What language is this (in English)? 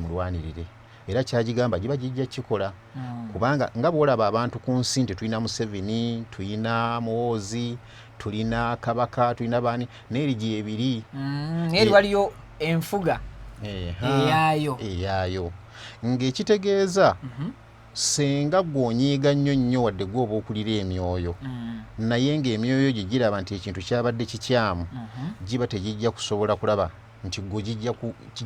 Ganda